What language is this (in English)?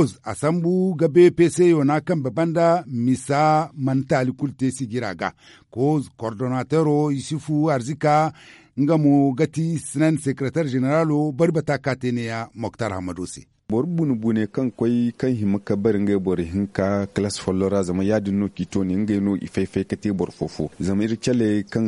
Zarma